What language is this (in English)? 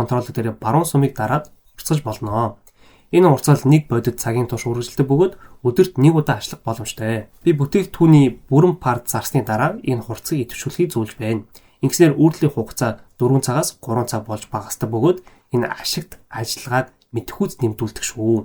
Mongolian